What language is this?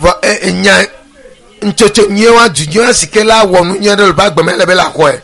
Ewe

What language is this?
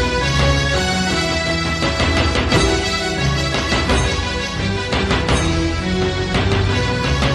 Kannada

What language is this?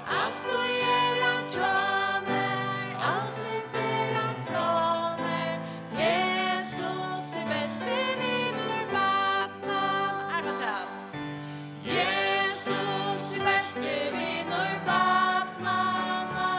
Faroese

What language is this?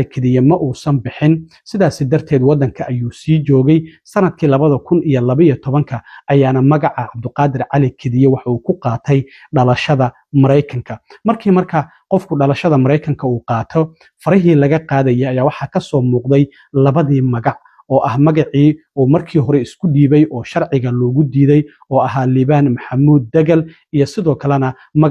Somali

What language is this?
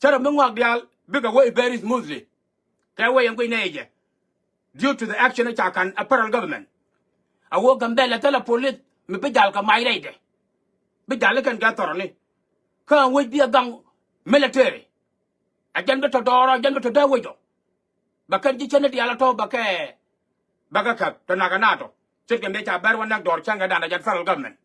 Nuer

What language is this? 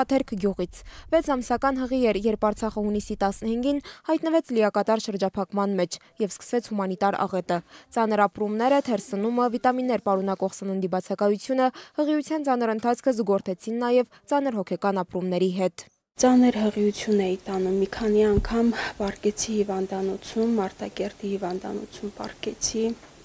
Armenian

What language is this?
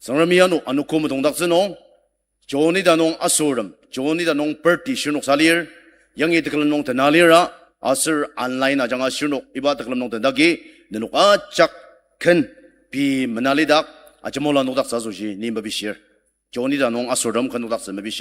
Ao Naga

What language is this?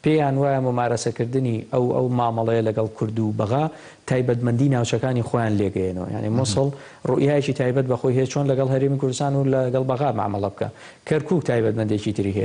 Central Kurdish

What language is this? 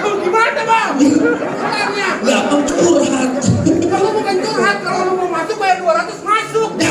Betawi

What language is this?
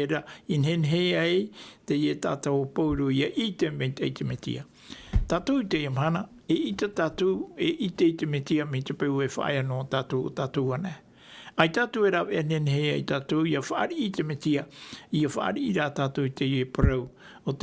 Tahitian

